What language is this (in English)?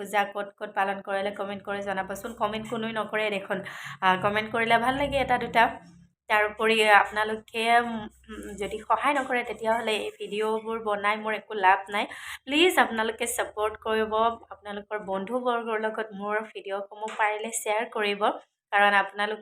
Assamese